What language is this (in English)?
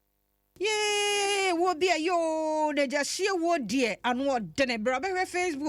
Akan